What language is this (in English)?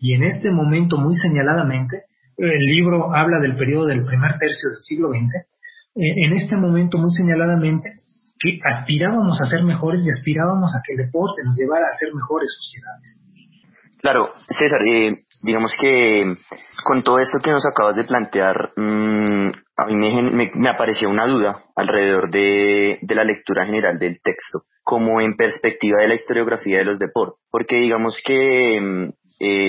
Spanish